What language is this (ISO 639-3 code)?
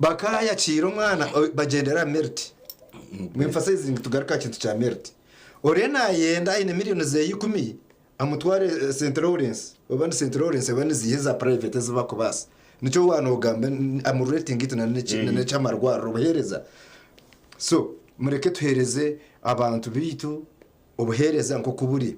nyn